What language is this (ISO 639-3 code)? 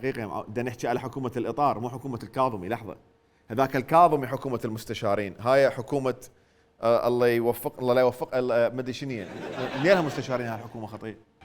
acm